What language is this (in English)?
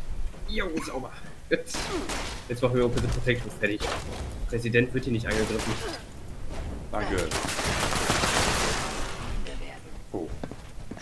German